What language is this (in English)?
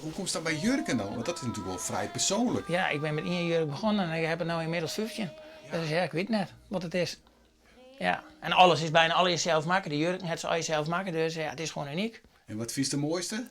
Western Frisian